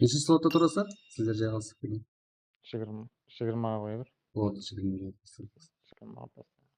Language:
Kara-Kalpak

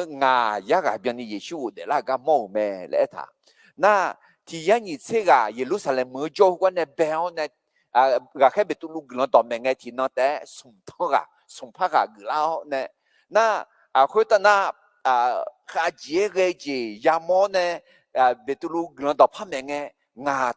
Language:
Akha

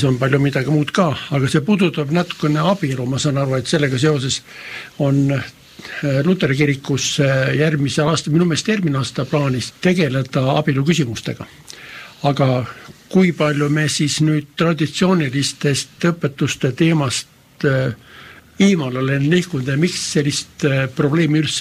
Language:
Estonian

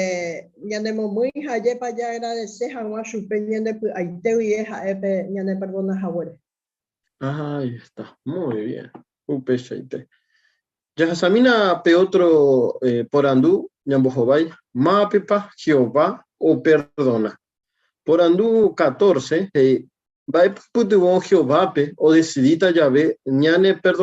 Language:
Guarani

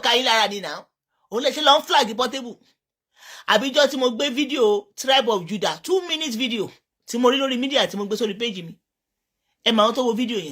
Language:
Yoruba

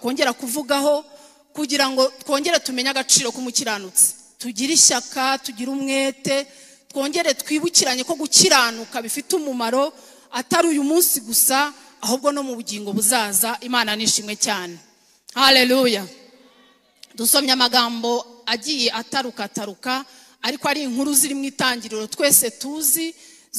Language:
Kinyarwanda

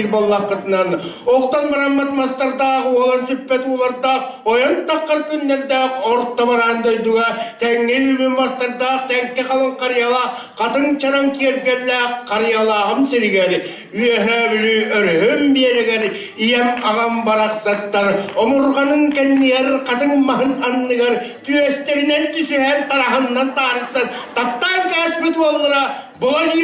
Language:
Yakut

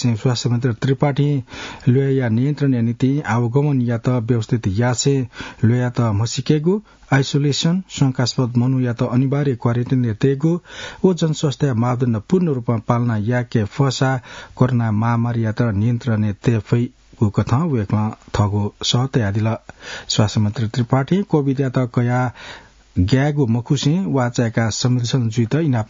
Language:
Newari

